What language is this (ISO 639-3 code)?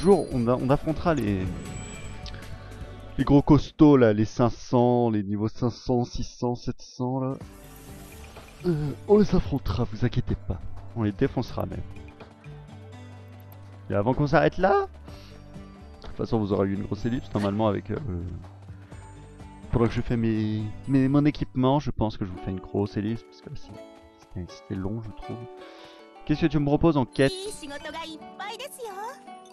fra